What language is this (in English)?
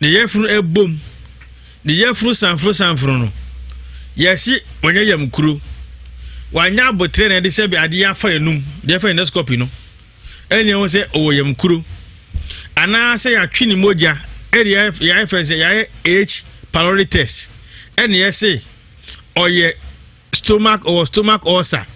Akan